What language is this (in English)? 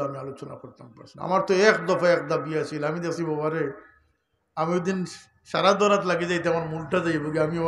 Sylheti